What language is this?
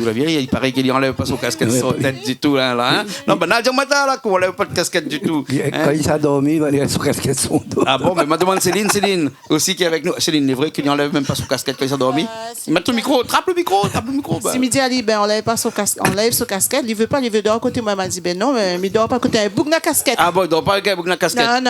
Réunion Creole French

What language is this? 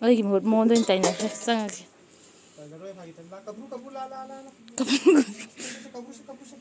Manipuri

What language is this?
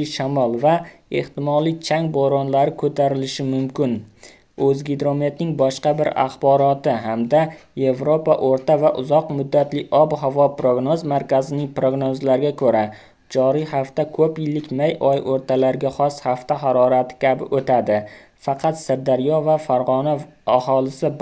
Uzbek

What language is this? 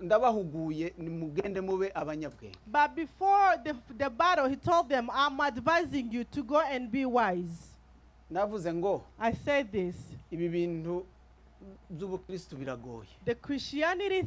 Kinyarwanda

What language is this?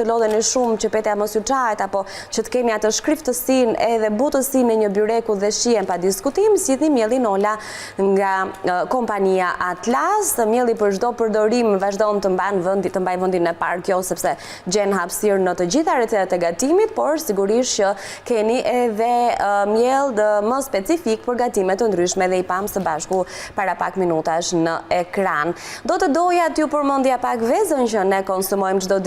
Albanian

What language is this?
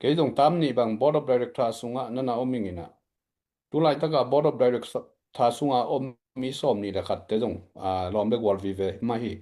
Tedim Chin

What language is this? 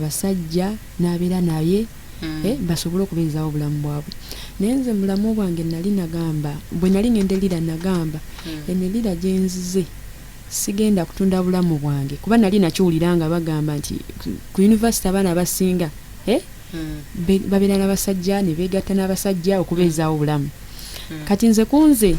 Ganda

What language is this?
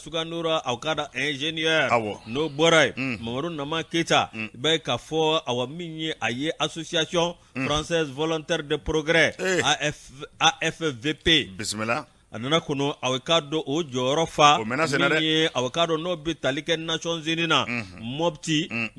Bambara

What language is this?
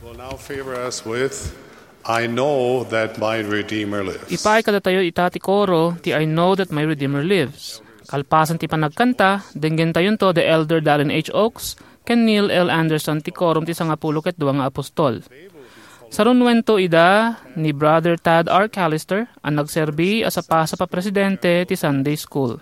Iloko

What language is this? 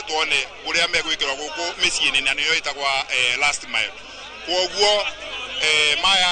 Kikuyu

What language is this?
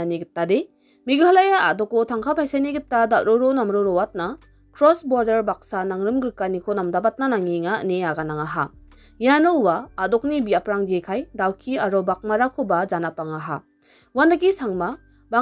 Garo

